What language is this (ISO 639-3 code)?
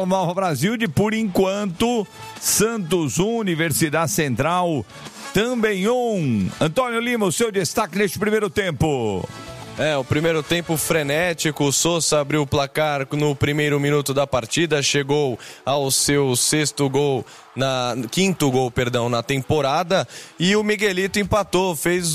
por